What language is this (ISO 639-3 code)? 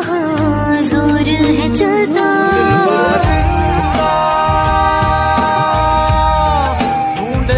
hin